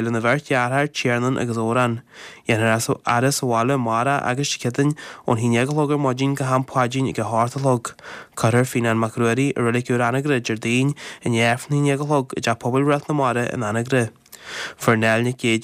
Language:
Irish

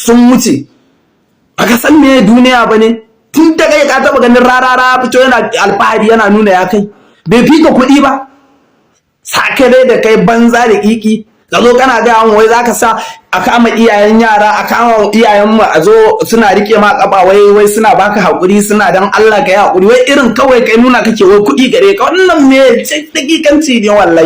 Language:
Hausa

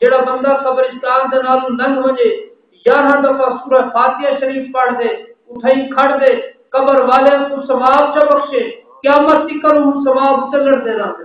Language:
Saraiki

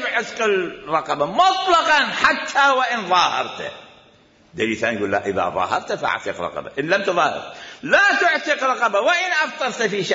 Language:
Mesopotamian Arabic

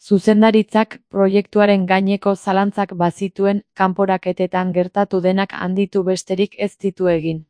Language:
Basque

